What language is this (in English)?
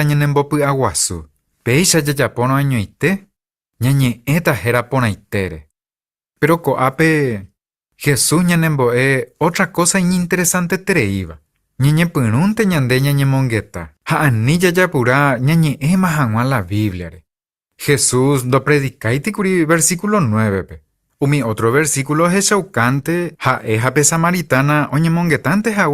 Guarani